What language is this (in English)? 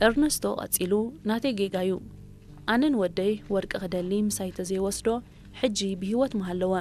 Tigrinya